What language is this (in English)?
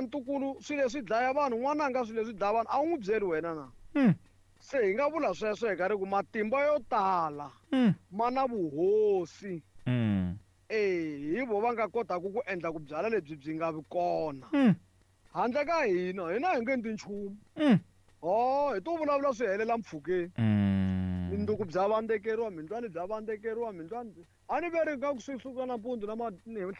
Tsonga